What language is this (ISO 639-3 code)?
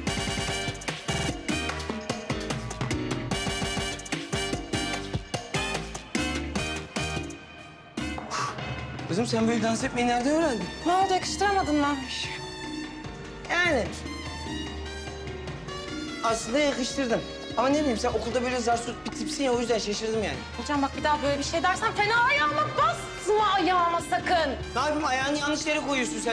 tur